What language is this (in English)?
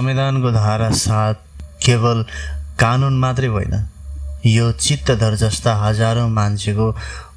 Nepali